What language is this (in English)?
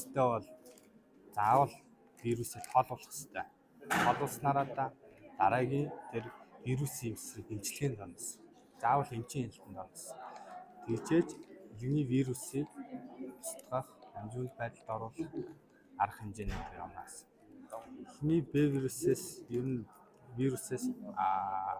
Mongolian